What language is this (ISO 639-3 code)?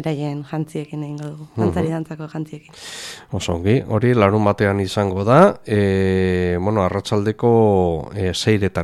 eus